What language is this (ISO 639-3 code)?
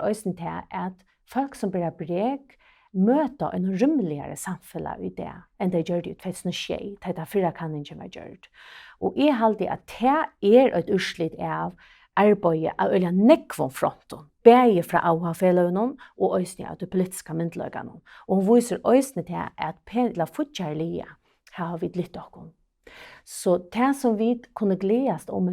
fao